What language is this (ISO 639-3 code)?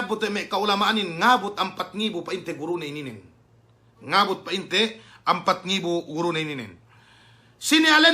yka